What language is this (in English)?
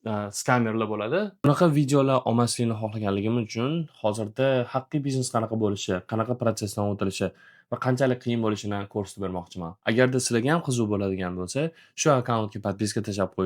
Uzbek